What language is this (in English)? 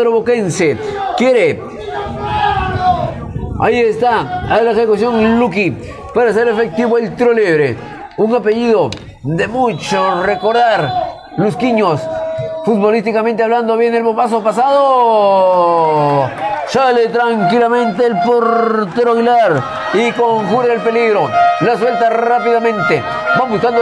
Spanish